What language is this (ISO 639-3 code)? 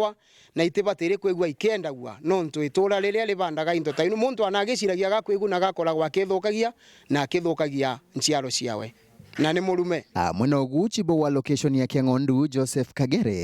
mer